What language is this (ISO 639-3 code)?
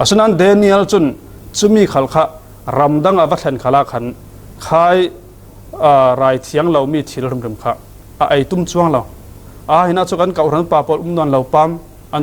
cfm